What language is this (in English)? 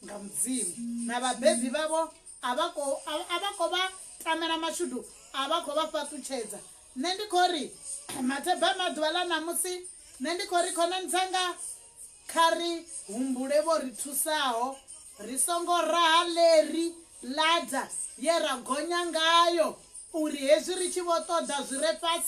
Venda